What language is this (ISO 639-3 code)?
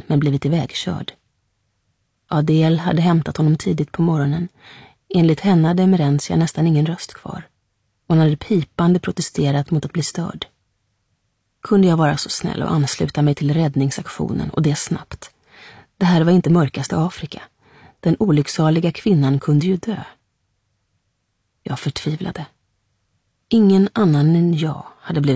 swe